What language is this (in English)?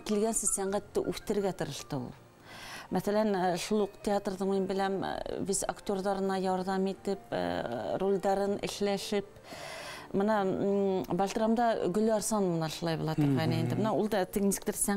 Bashkir